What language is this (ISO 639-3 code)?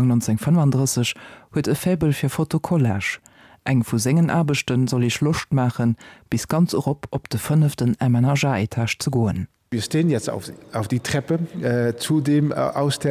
ltz